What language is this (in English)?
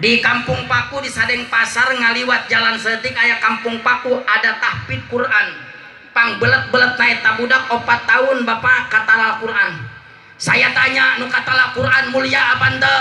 Sundanese